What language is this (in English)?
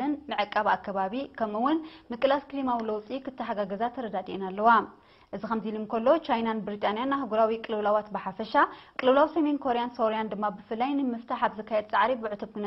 Tigrinya